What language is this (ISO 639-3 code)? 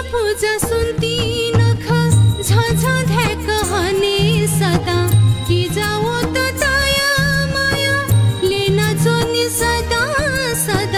new